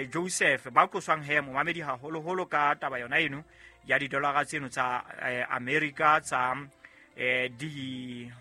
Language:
Southern Sotho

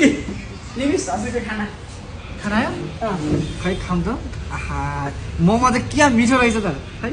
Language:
Nepali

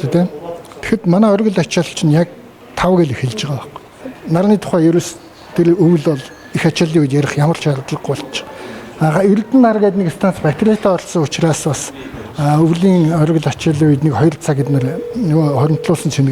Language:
Mongolian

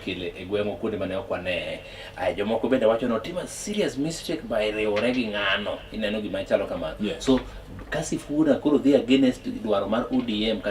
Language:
Luo (Kenya and Tanzania)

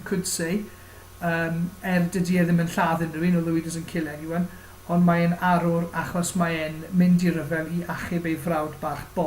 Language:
Welsh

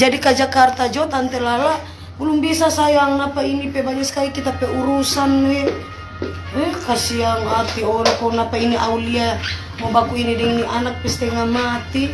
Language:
Manado Malay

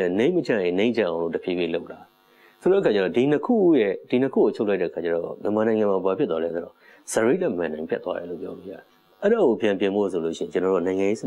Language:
Burmese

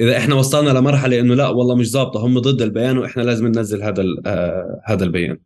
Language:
North Levantine Arabic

